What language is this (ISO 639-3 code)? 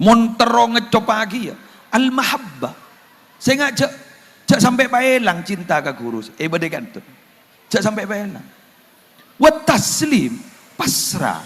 mad